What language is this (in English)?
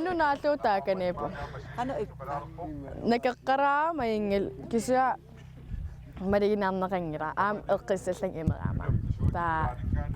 Kalaallisut